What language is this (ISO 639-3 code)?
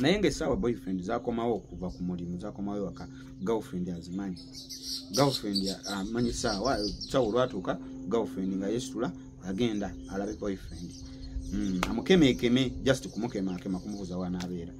lug